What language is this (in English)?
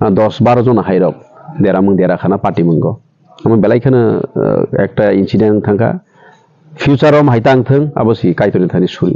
Kok Borok